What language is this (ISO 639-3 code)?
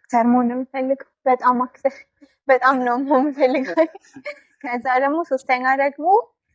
amh